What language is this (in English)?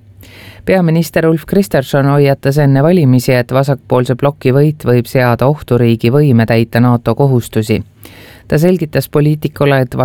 Estonian